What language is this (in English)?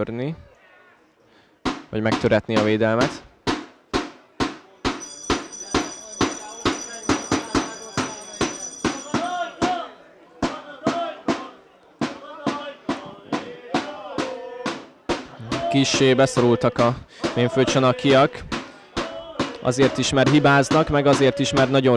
Hungarian